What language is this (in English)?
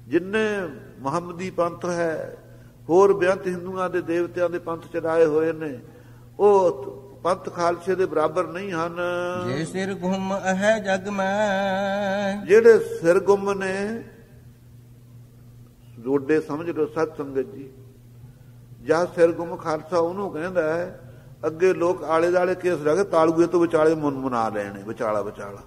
Punjabi